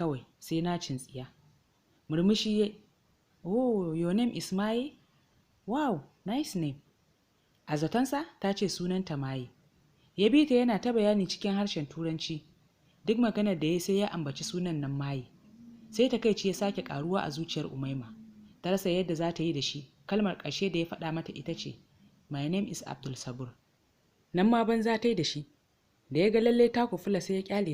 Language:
Hausa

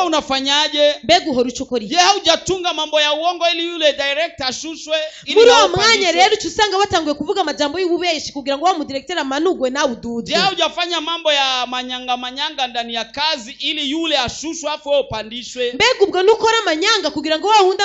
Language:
Rundi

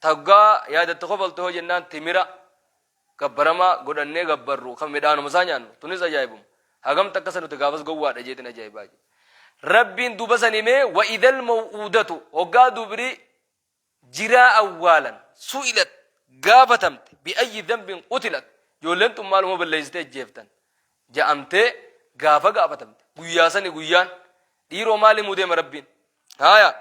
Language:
Oromo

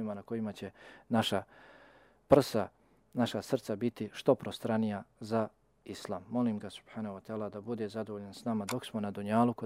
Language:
Bosnian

